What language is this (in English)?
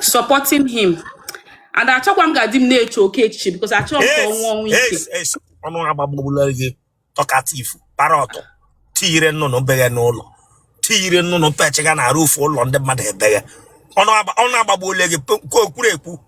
Igbo